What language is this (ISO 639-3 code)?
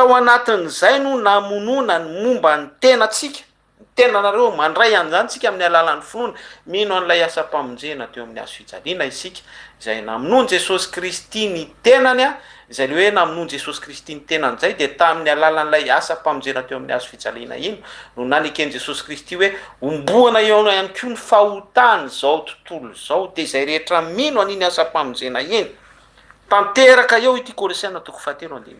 mlg